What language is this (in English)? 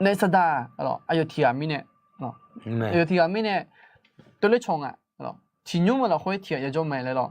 Akha